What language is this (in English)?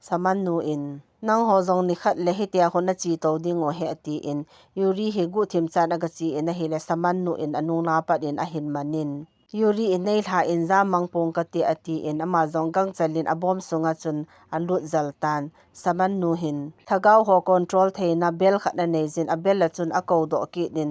Thado Chin